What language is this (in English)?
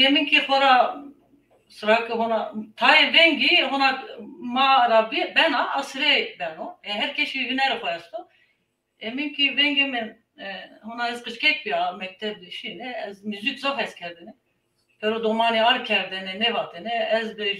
Zaza